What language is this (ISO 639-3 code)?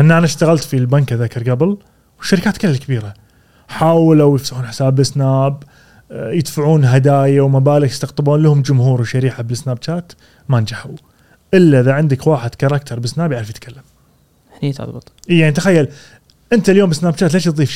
afb